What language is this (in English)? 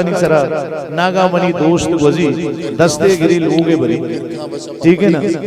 Eastern Balochi